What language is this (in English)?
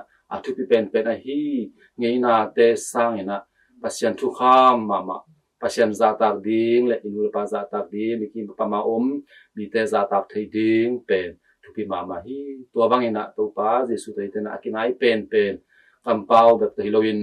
Tedim Chin